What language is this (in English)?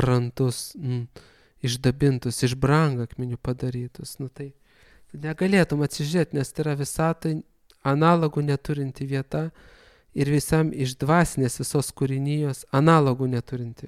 Lithuanian